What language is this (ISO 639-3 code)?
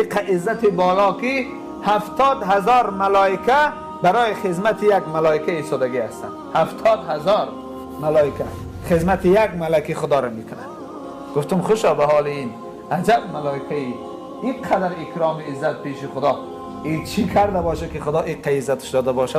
tgk